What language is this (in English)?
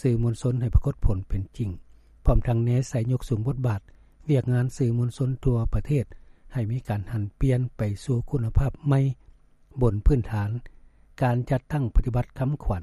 Lao